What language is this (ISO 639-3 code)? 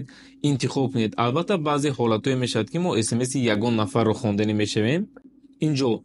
tgk